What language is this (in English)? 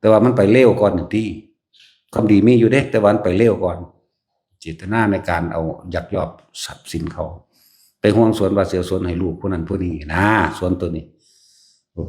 Northeastern Thai